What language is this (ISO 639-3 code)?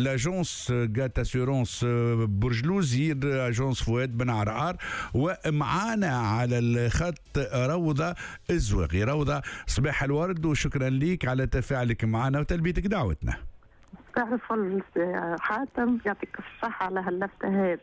aeb